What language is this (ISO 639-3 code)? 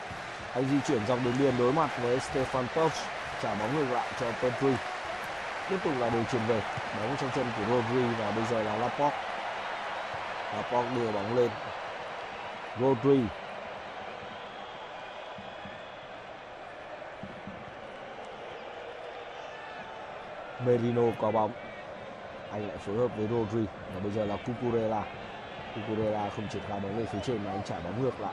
vie